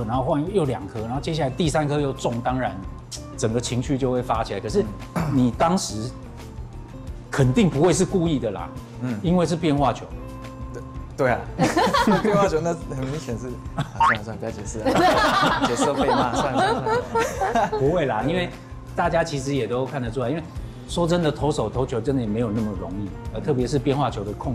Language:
Chinese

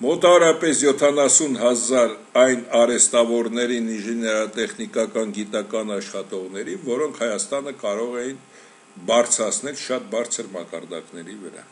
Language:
Armenian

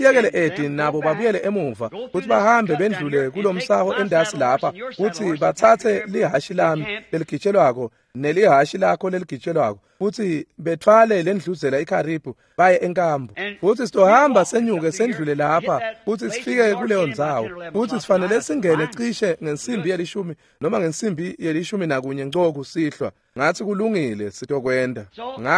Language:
Swati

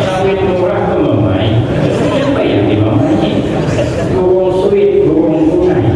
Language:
Banjar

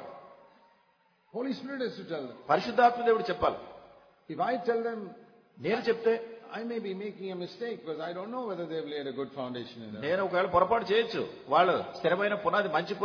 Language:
Telugu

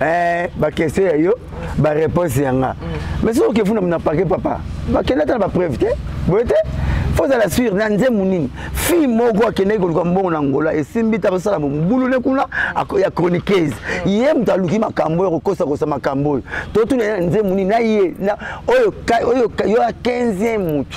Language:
Lingala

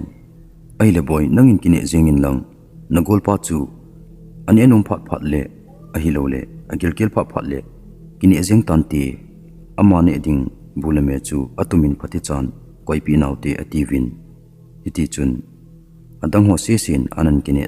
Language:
Thado Chin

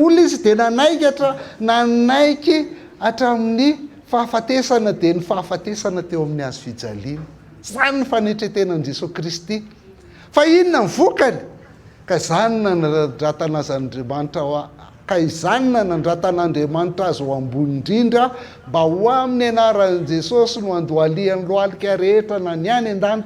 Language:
Malagasy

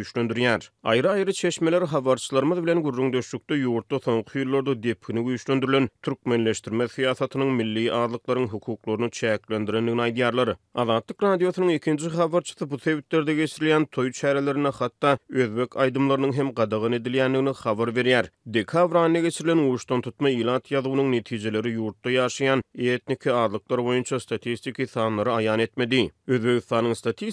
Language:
Turkmen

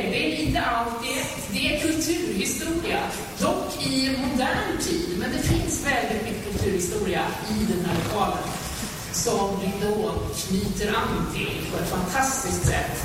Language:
Swedish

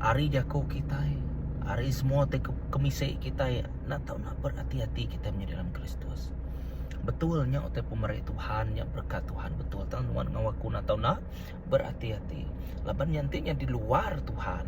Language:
Iban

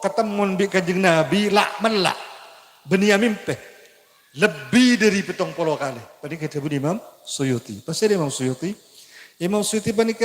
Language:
Madurese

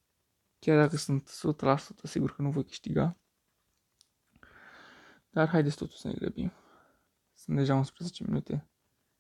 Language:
Romanian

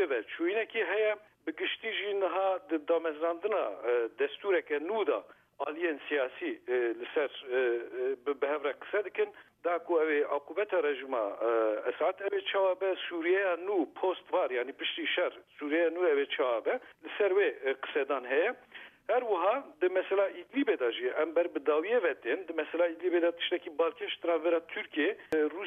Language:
Kurdish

